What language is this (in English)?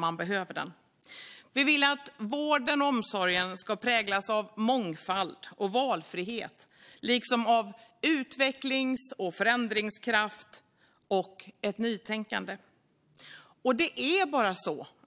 Swedish